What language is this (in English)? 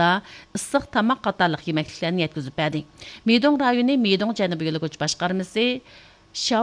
Uyghur